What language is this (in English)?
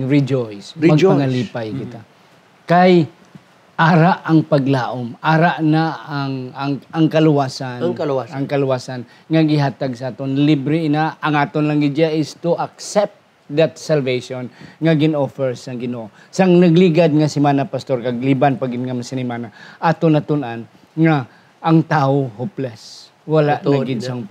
Hiligaynon